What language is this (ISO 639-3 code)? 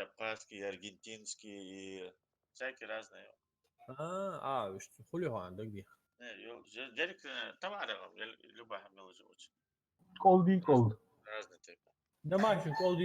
inh